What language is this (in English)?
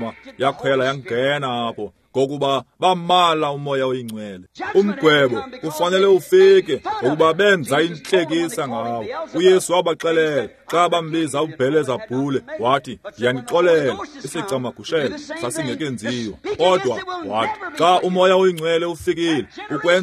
Xhosa